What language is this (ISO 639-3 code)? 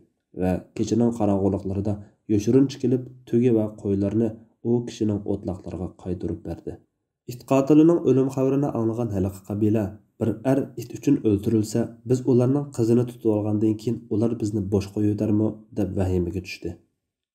uig